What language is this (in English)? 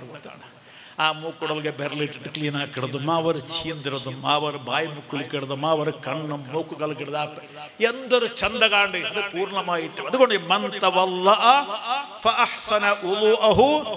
Malayalam